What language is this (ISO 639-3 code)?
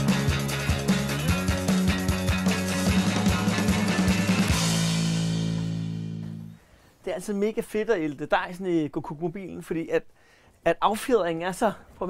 dan